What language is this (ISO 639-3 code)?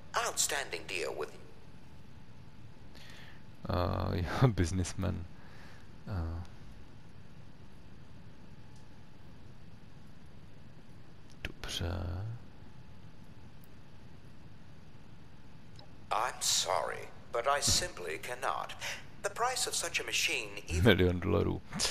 ces